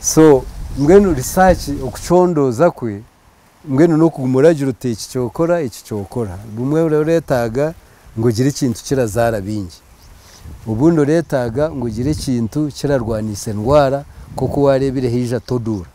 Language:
Nyankole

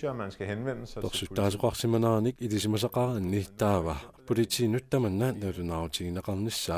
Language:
Kalaallisut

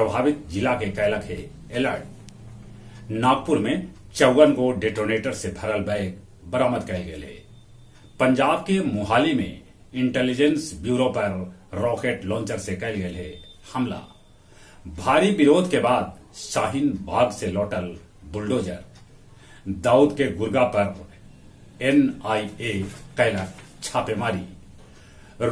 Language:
Magahi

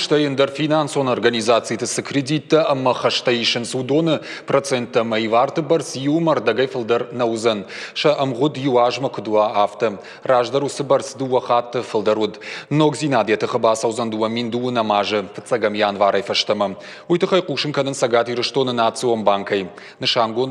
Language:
Ossetic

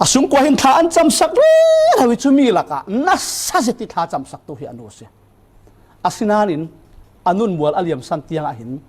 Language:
Falam Chin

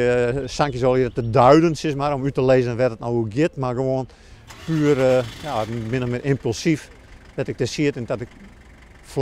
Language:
Western Frisian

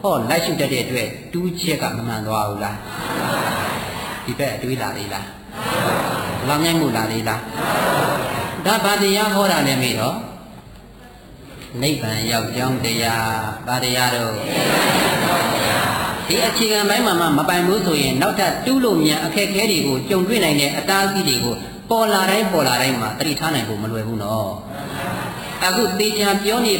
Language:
Burmese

